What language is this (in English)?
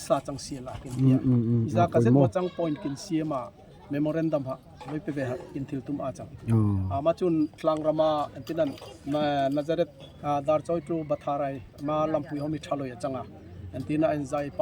Darlong